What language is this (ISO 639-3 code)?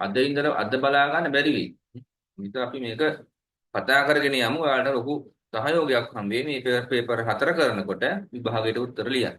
sin